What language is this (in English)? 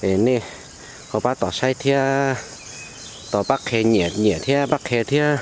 Hmong